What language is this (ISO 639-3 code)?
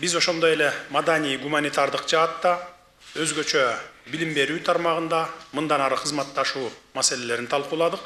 kir